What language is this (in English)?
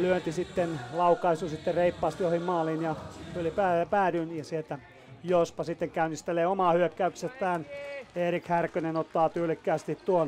Finnish